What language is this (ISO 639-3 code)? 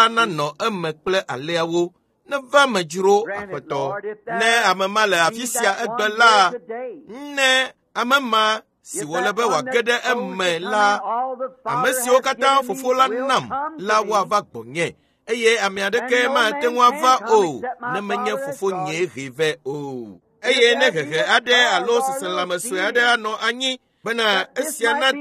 ewe